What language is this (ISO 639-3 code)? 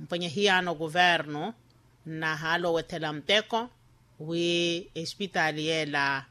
vmw